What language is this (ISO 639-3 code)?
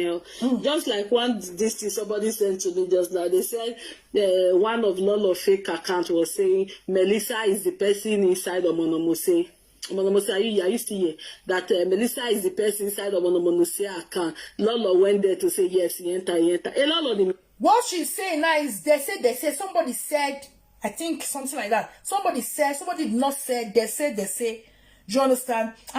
pcm